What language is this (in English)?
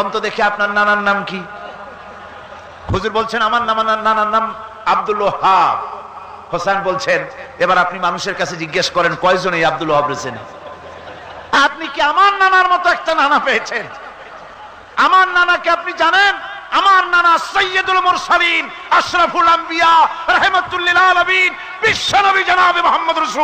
Bangla